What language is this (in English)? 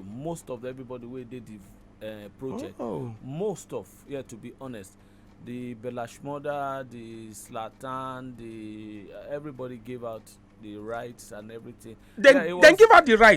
Nigerian Pidgin